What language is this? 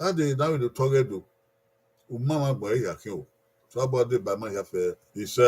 Bini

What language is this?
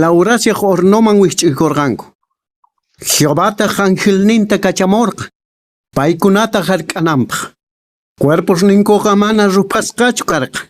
Quechua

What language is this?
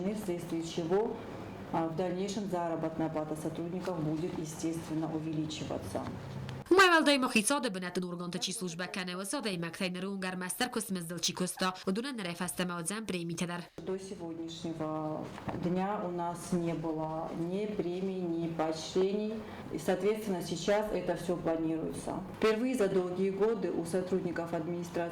Ossetic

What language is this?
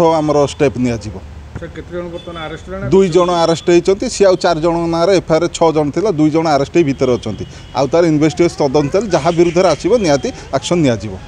Odia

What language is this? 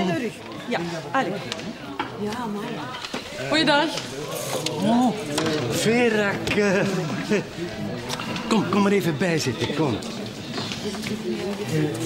Dutch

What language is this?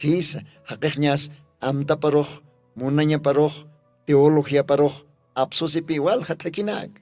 Aymara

